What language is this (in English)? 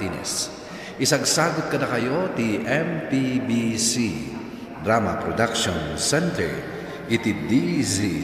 Iloko